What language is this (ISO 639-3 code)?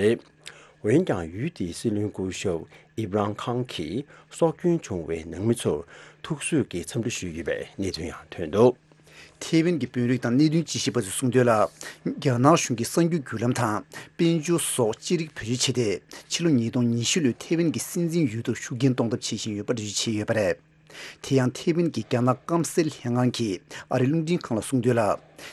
bod